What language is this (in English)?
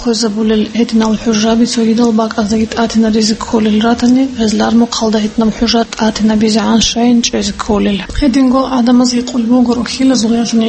Avaric